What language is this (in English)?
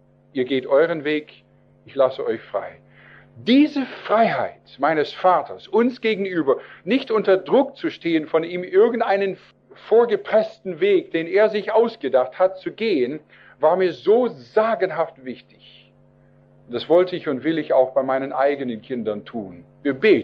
German